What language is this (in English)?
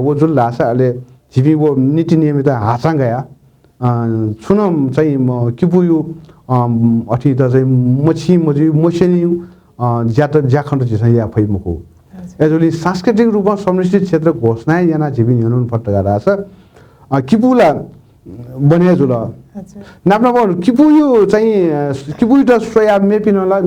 Newari